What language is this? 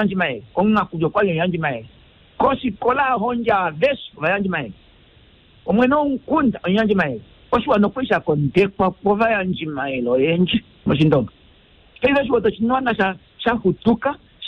Kuanyama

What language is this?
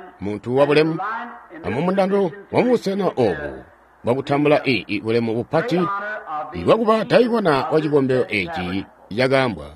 Tonga (Zambia)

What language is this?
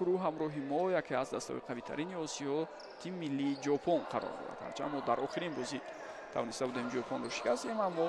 Tajik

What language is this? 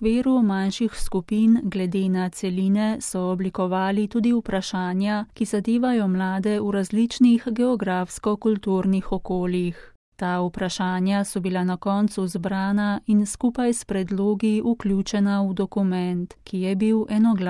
Slovenian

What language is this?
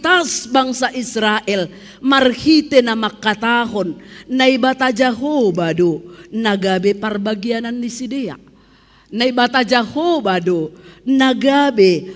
Batak Simalungun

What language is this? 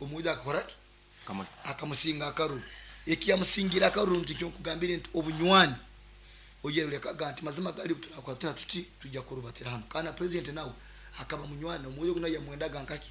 Nyankole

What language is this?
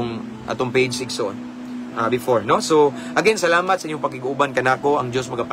Cebuano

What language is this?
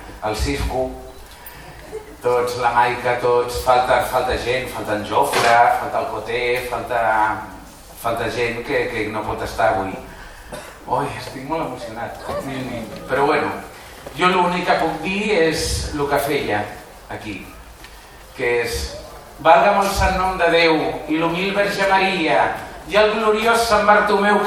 Catalan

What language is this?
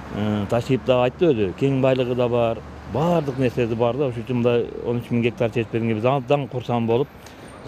Kyrgyz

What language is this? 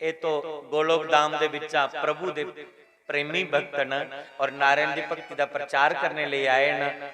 Dogri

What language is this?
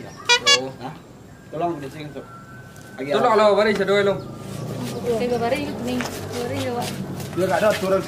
Minangkabau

